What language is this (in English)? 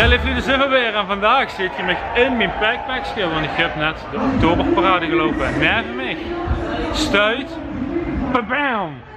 Limburgish